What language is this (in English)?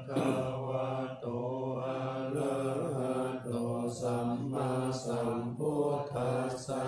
Pali